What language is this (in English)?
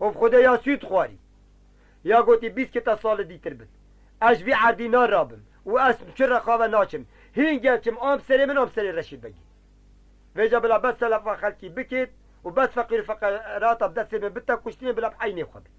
Kurdish